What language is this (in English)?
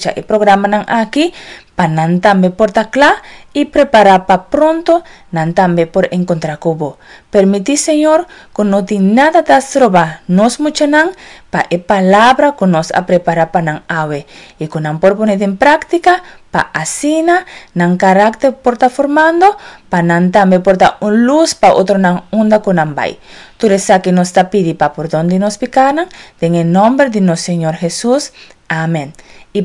Papiamento